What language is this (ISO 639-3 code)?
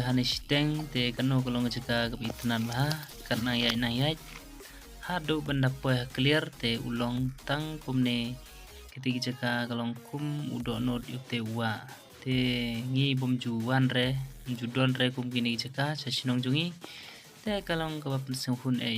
kha